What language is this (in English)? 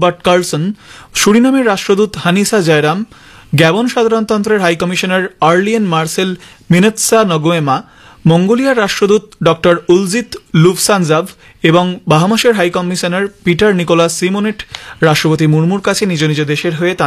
Bangla